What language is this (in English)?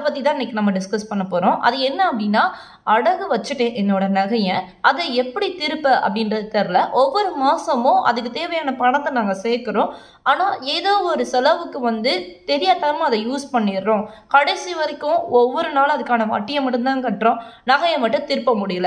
Tamil